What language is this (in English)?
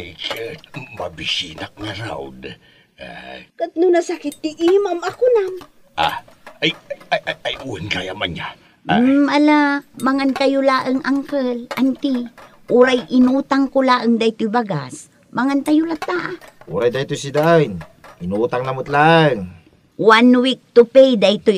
Iloko